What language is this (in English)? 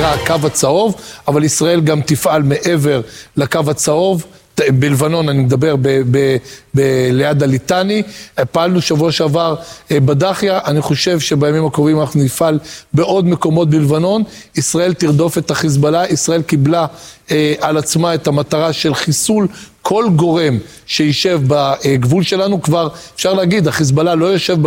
Hebrew